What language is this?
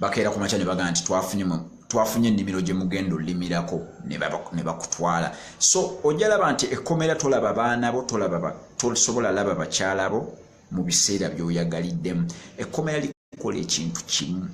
Ganda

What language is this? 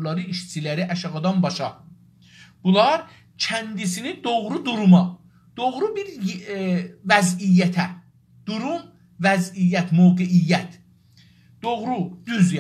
South Azerbaijani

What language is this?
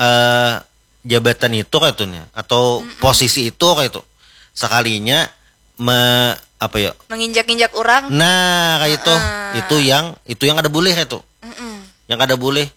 Banjar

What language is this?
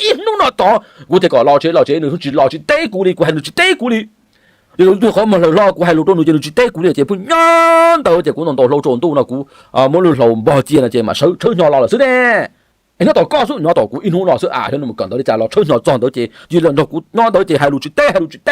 Hmong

